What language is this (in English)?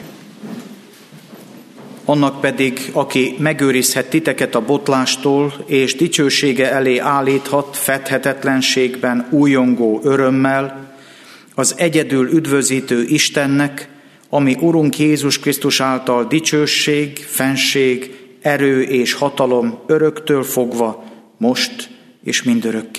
Hungarian